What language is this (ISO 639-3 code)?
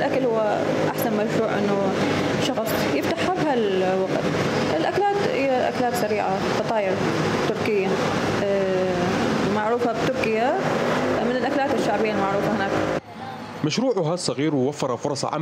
acm